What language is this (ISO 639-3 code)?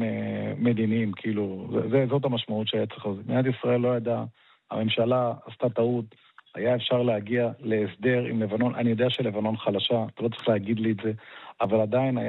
heb